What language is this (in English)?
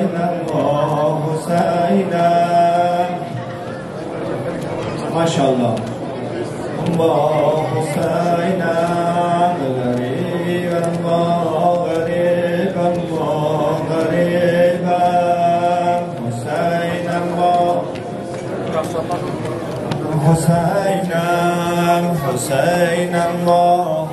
Persian